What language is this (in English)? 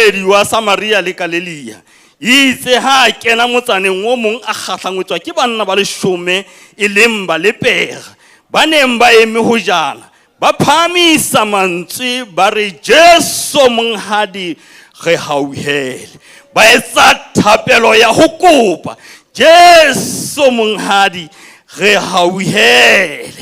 Southern Sotho